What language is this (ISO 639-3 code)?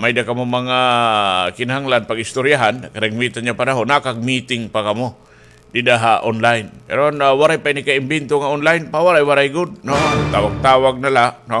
war